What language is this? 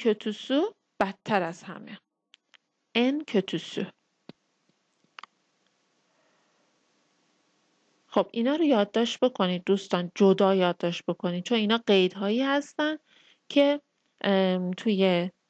Persian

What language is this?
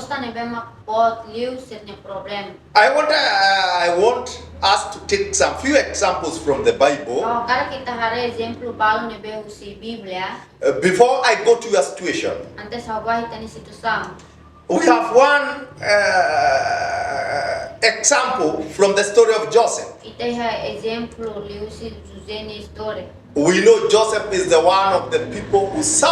Tetum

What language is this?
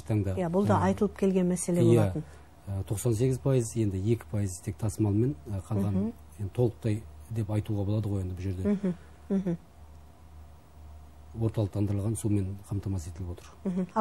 Kazakh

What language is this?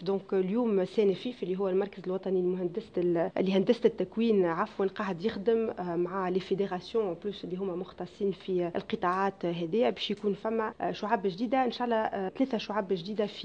Tunisian Arabic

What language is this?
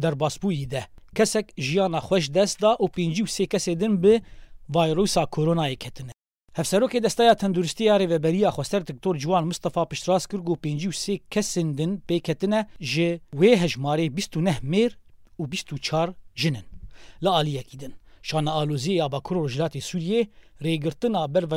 Kurdish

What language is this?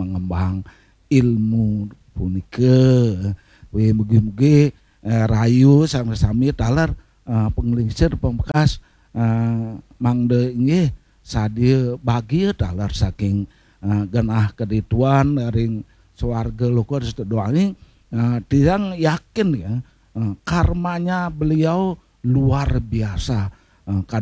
Balinese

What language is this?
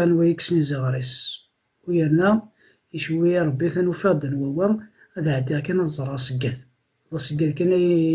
Kabyle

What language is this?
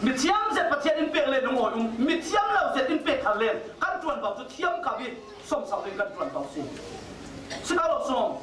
Falam Chin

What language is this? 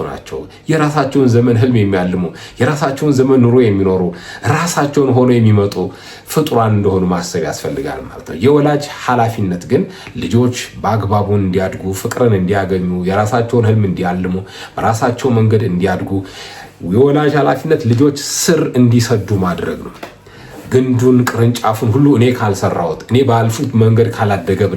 Amharic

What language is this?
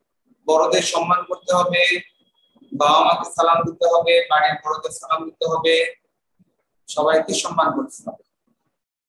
Bangla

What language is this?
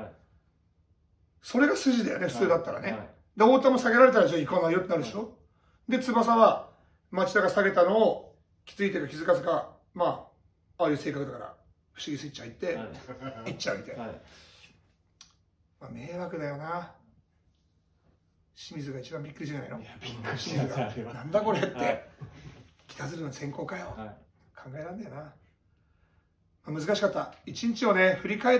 Japanese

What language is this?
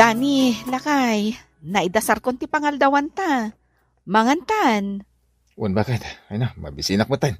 Iloko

